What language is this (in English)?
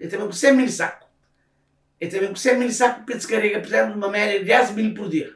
Kabuverdianu